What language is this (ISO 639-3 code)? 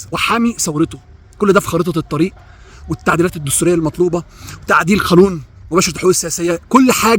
arz